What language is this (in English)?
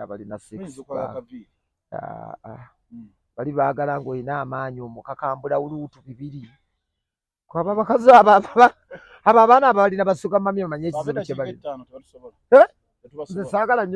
Ganda